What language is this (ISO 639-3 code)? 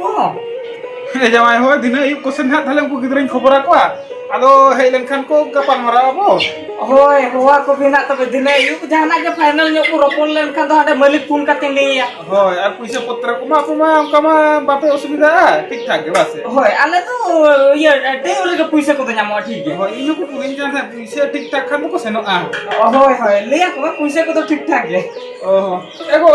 sat